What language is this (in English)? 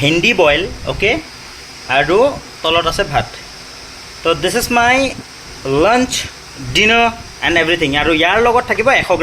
Assamese